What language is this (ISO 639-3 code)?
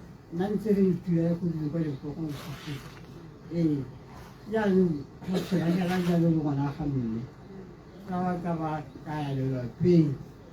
tsn